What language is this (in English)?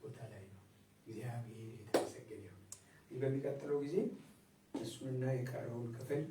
Amharic